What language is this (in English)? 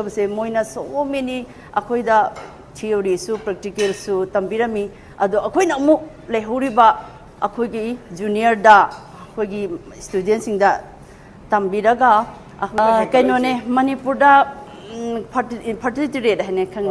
Manipuri